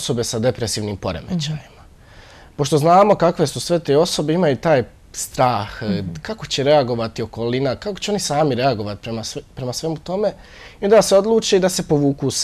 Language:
Bosnian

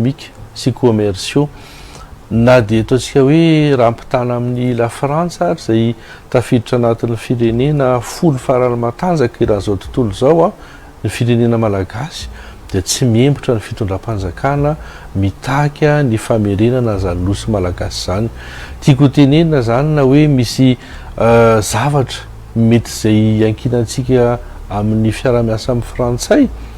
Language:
Malagasy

